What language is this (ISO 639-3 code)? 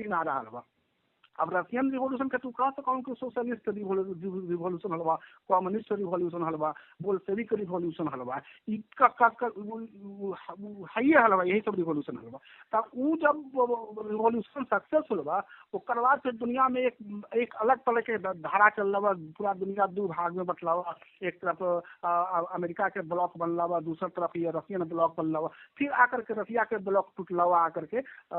mag